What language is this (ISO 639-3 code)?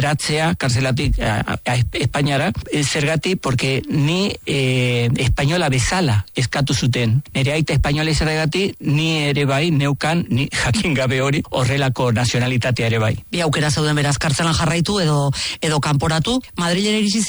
eus